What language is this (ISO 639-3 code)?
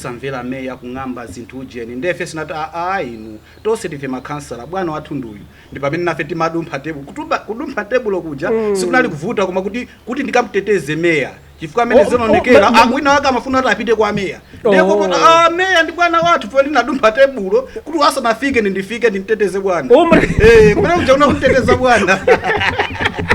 nya